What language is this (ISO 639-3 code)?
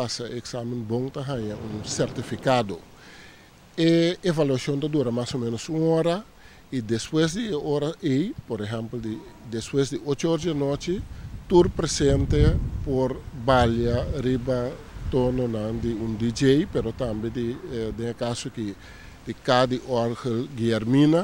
pap